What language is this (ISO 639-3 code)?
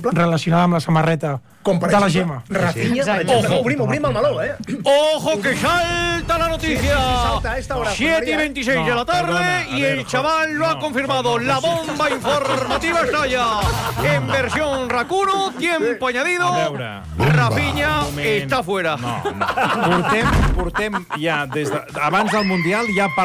cat